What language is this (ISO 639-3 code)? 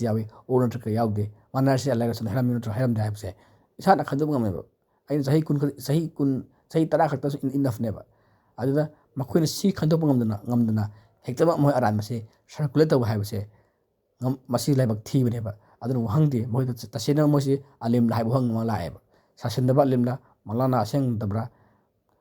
mni